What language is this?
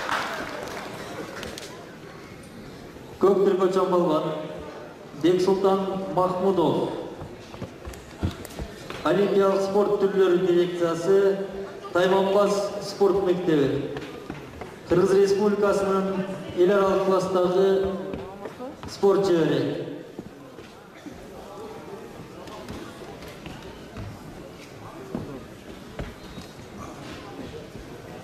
Kyrgyz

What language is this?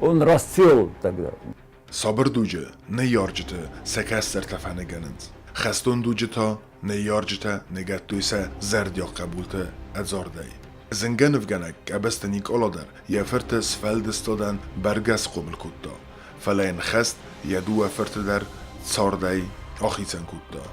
Ossetic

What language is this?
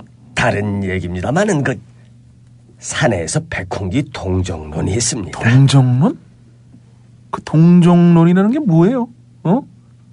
Korean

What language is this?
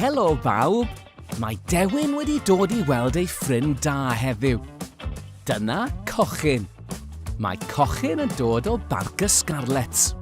Welsh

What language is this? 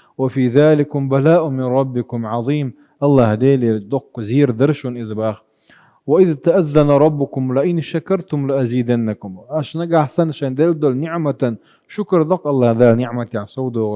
Chechen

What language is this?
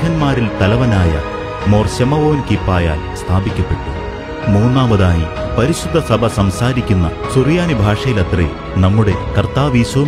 Malayalam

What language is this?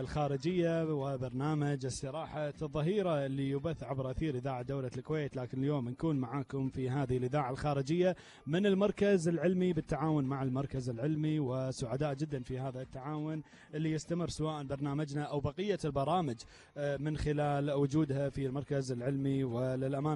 Gulf Arabic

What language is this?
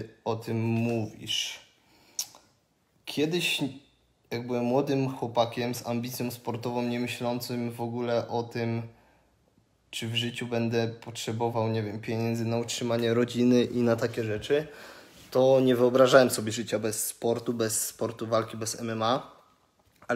Polish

